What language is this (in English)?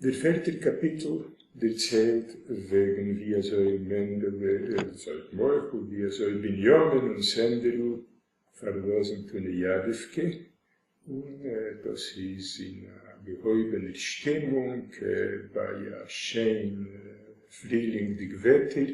Yiddish